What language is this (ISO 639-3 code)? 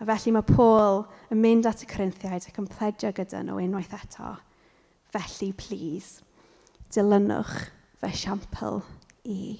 cym